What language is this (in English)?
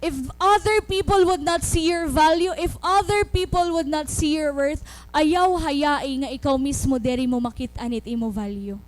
Waray